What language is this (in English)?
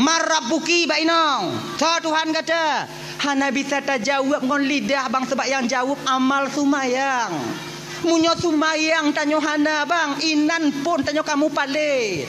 Achinese